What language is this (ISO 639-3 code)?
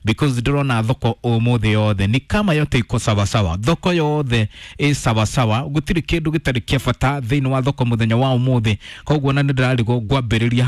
kik